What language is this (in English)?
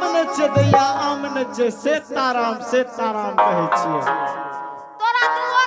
Angika